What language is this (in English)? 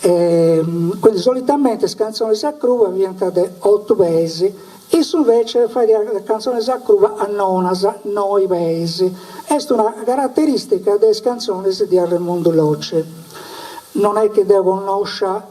Sardinian